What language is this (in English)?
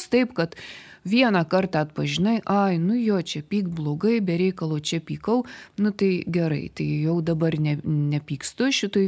Lithuanian